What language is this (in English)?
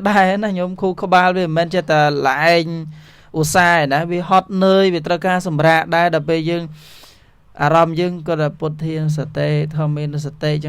Khmer